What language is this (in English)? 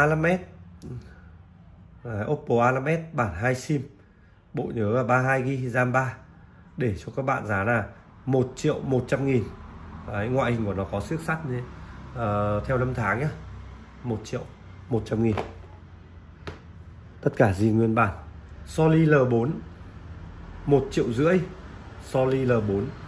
Vietnamese